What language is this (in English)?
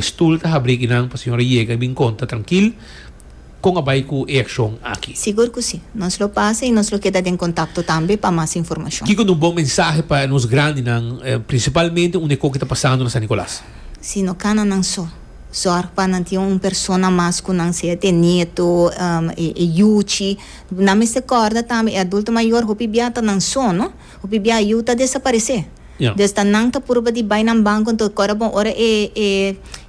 Papiamento